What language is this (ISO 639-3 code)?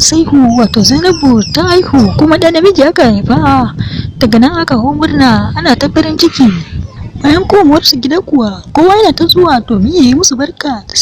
hau